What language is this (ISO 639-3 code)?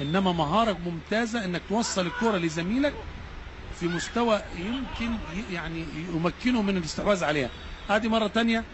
arz